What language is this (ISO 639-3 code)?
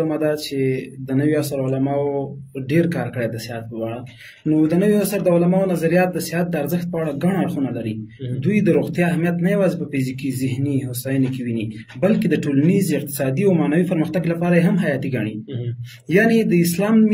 pus